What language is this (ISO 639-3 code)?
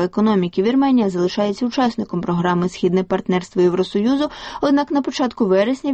ukr